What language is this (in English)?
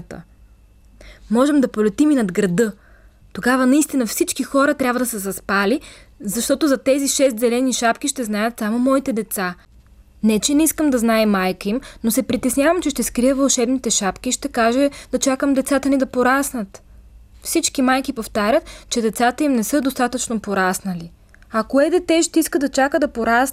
Bulgarian